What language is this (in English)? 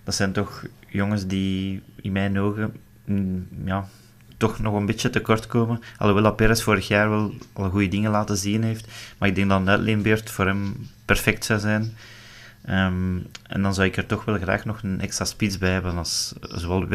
Dutch